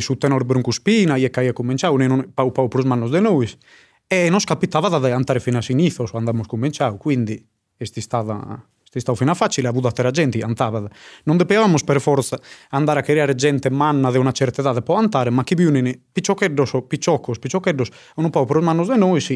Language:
Sardinian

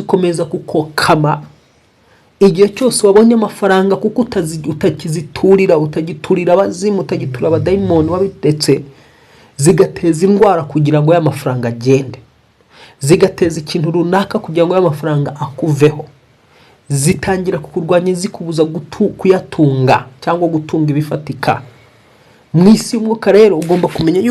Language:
Kinyarwanda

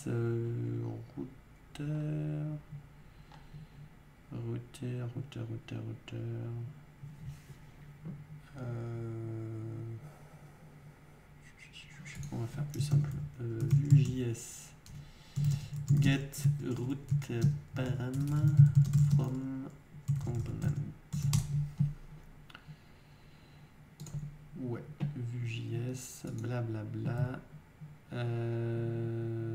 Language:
French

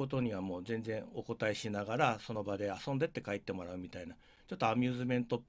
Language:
Japanese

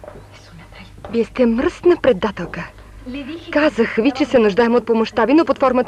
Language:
Bulgarian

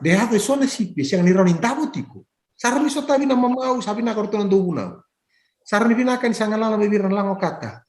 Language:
Fijian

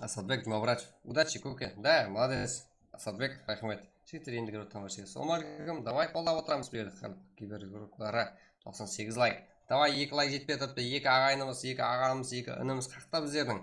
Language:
Kara-Kalpak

